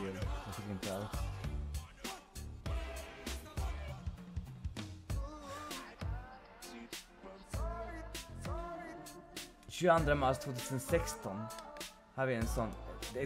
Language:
Swedish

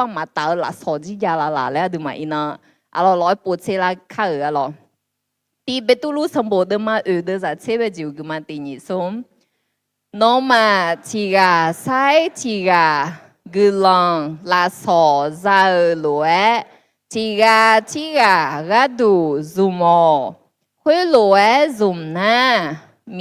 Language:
Akha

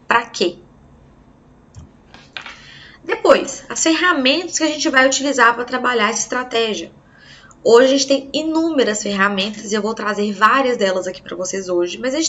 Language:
Portuguese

